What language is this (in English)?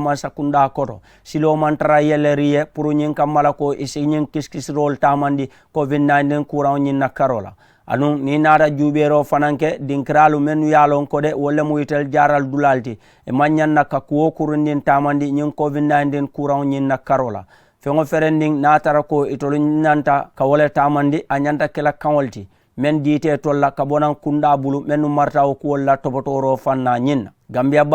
Mandingo